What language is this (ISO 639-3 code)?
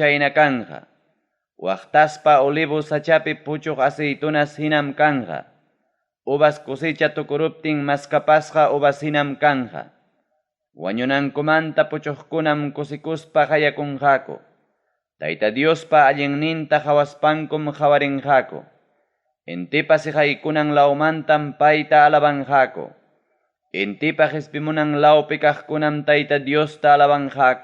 quy